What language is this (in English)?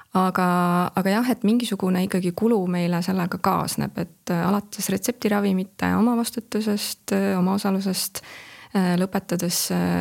Estonian